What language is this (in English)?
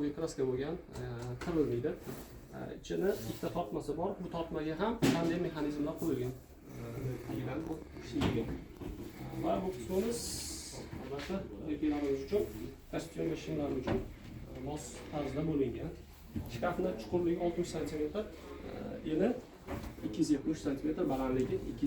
Uzbek